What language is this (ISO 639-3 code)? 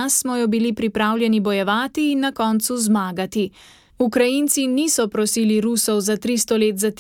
slv